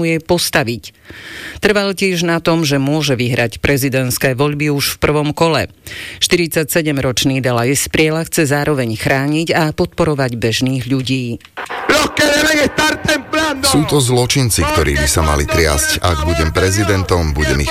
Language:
Slovak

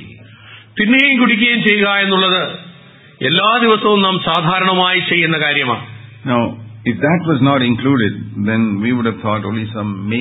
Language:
Malayalam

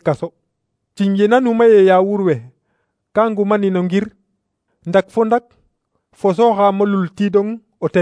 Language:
Serer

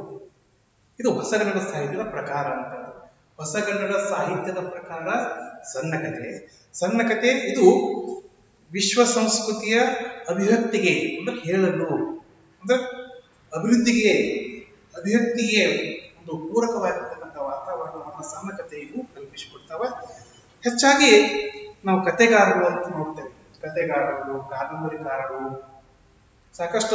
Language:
Kannada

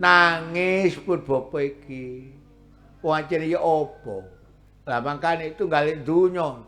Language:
Javanese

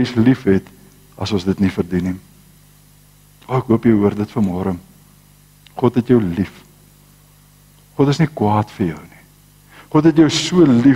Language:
Afrikaans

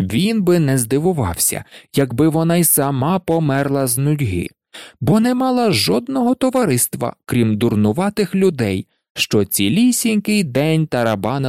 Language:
Ukrainian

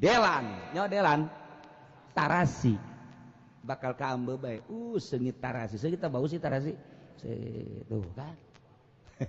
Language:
Sundanese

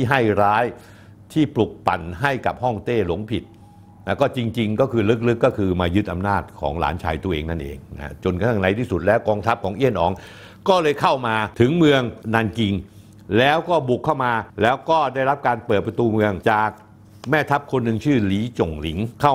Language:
Thai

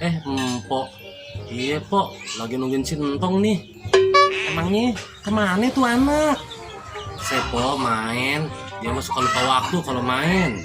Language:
Betawi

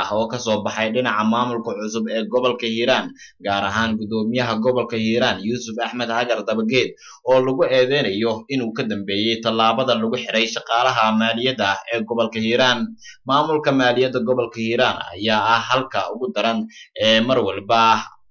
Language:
Somali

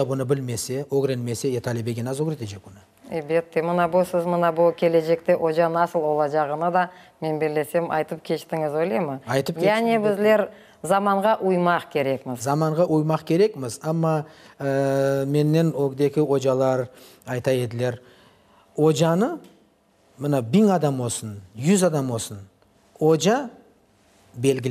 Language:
Crimean Tatar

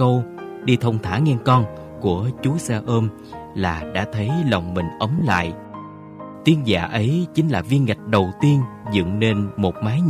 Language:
Vietnamese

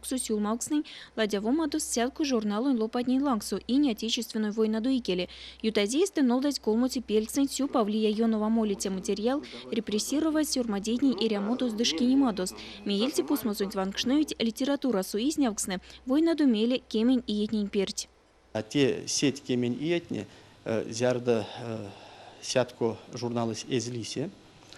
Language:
Erzya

